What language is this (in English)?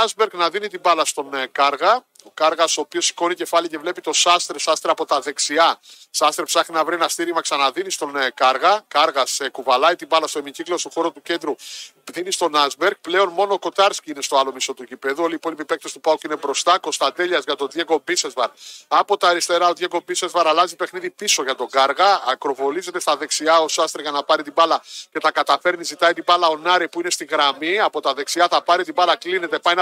Greek